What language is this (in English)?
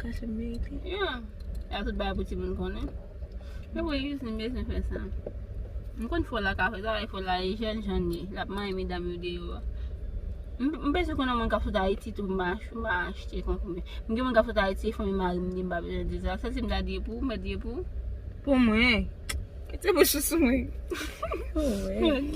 Haitian Creole